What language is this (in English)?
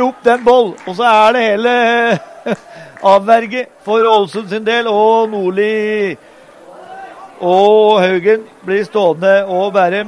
Norwegian